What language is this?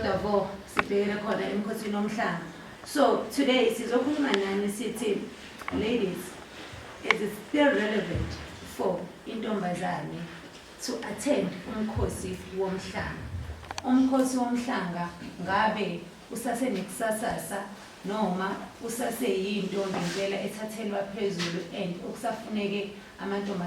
Zulu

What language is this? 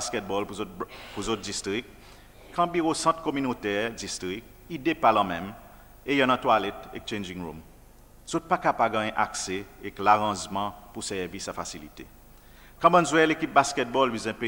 Seselwa Creole French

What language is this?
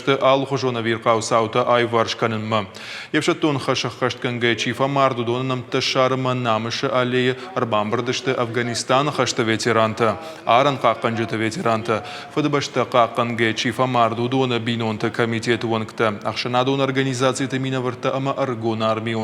Ossetic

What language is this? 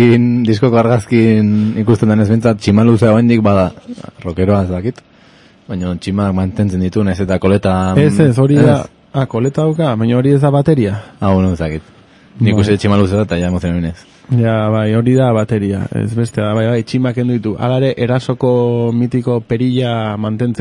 Basque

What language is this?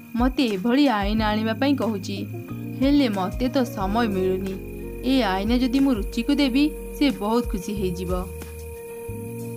Odia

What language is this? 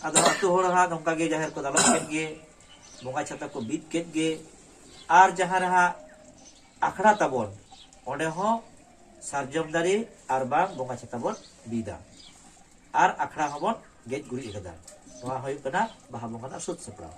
Santali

